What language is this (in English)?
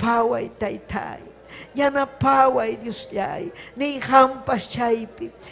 Ayacucho Quechua